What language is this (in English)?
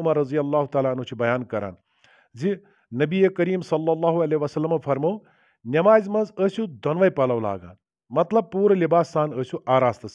Kashmiri